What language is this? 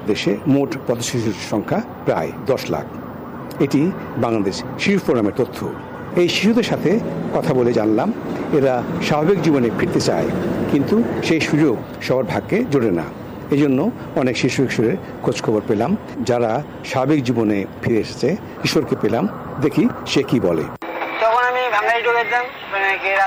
Bangla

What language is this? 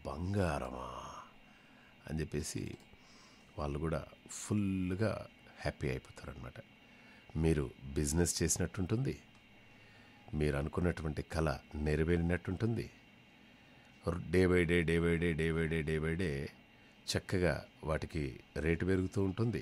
Telugu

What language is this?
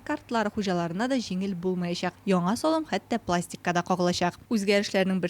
Tatar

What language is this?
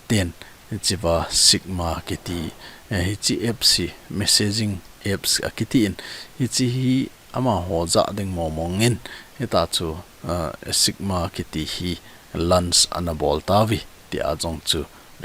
Thado Chin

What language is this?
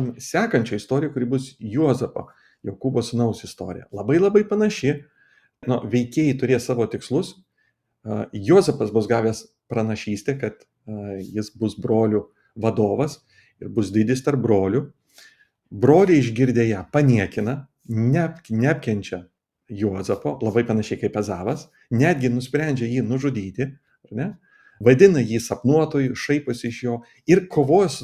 Lithuanian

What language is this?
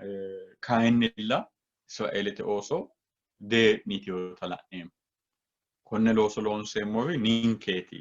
Sidamo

